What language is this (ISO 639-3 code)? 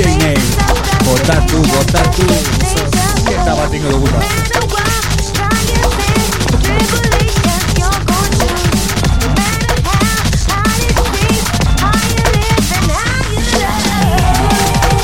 eus